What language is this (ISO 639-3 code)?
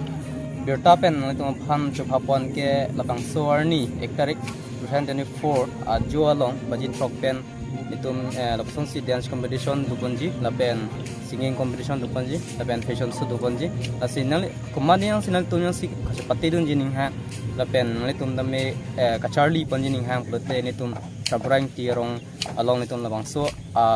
mjw